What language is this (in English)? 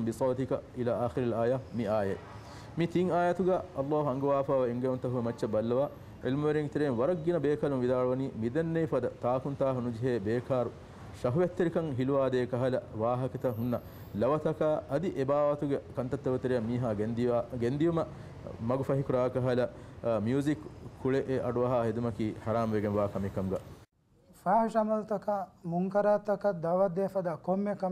Divehi